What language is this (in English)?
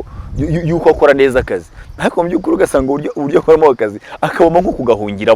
Kinyarwanda